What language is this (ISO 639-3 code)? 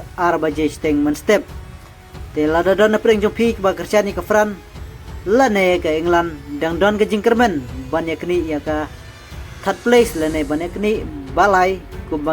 kha